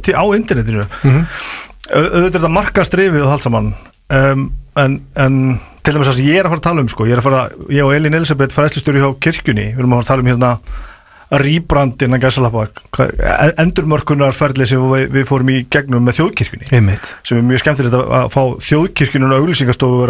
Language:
Icelandic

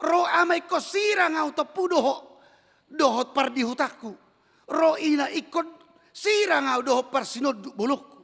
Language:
Batak Toba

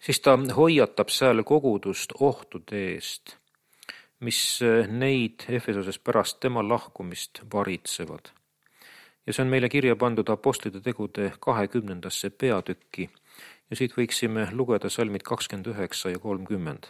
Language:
Estonian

